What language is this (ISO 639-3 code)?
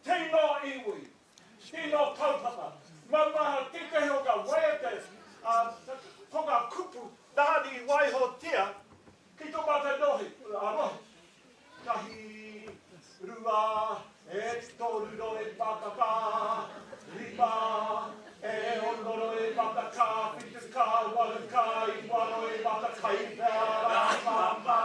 mri